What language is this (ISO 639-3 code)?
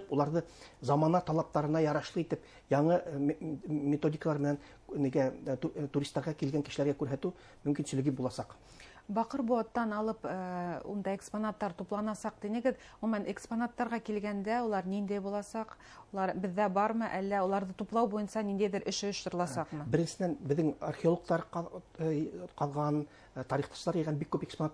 bak